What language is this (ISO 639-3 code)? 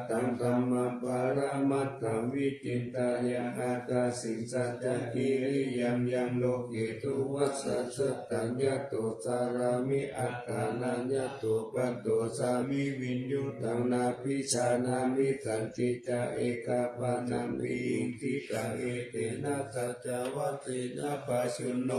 pli